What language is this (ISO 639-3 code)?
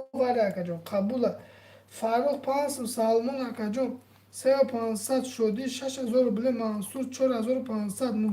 tgk